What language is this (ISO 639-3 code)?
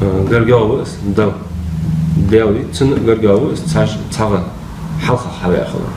inh